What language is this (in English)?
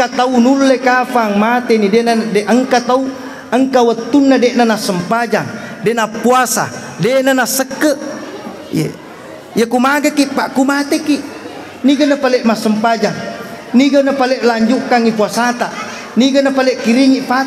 Buginese